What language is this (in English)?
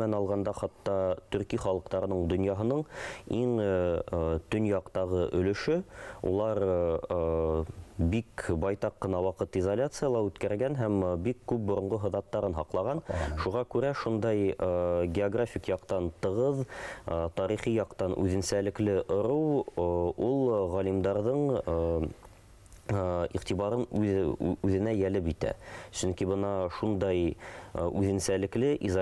Bashkir